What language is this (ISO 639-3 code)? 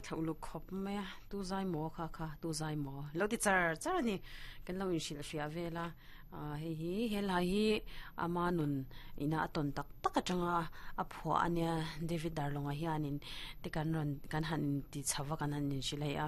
lus